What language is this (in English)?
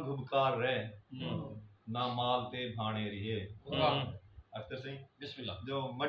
Saraiki